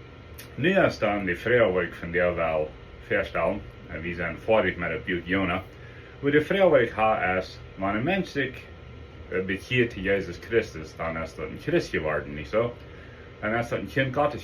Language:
Plautdietsch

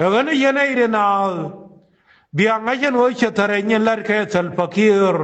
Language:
Nuer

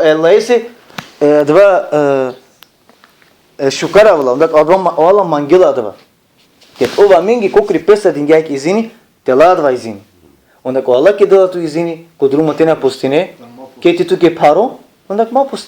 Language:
Balkan Romani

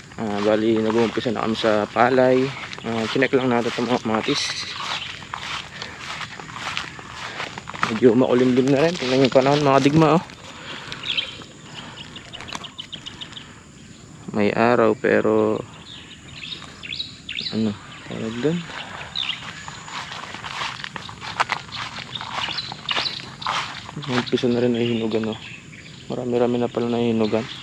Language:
Filipino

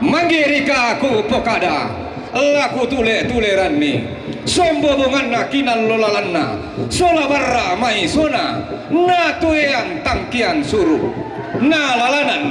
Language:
Toraja-Sa'dan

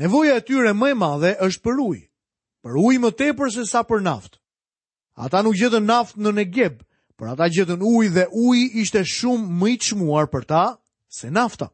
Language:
Albanian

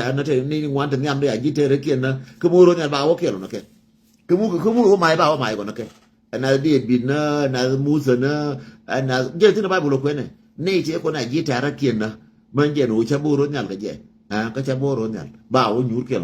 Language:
Nuer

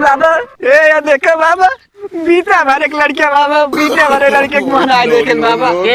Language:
Awadhi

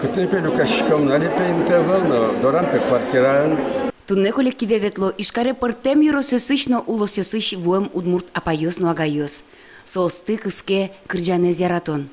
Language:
Udmurt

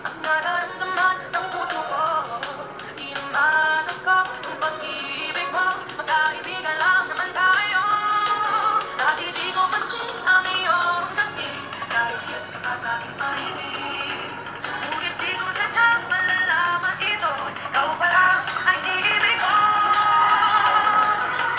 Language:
Filipino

